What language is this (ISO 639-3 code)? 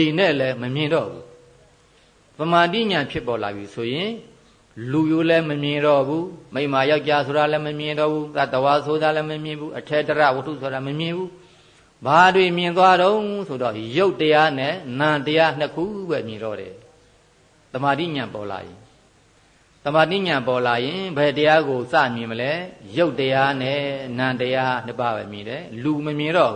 mya